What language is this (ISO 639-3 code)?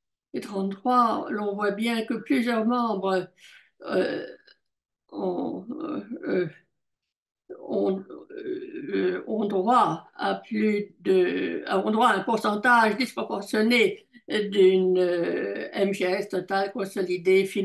fra